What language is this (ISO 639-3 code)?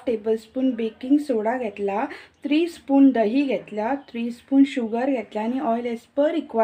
kok